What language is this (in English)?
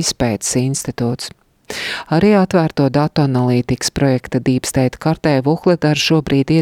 Latvian